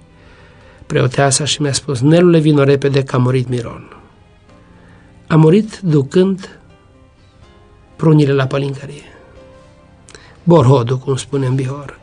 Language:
Romanian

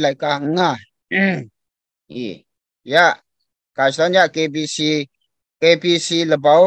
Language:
Kachin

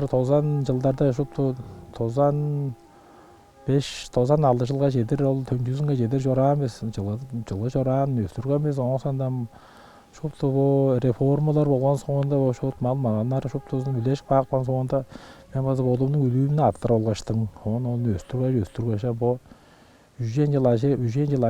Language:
Tuvinian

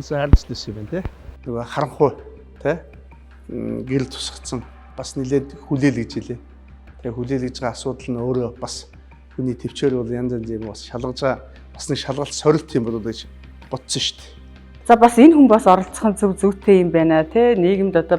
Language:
Mongolian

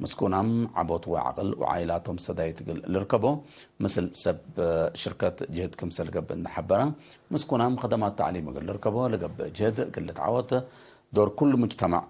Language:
Tigre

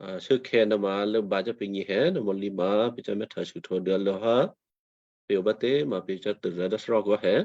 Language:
Western Kayah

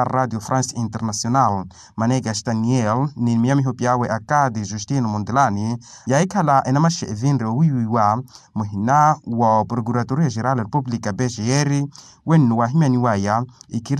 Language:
Makhuwa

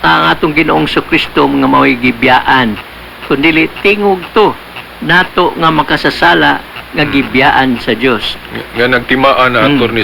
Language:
Cebuano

